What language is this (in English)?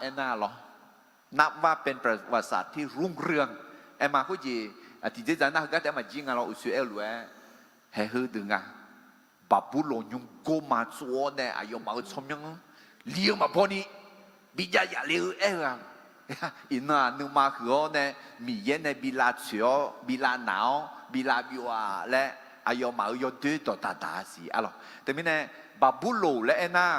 Akha